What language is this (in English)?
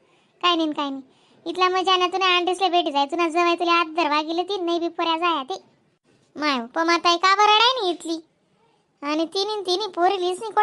Khandesi